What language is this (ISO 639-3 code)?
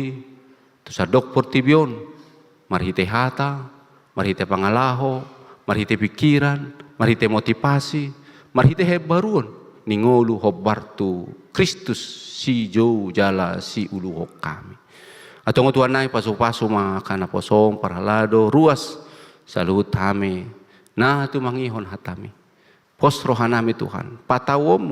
bbc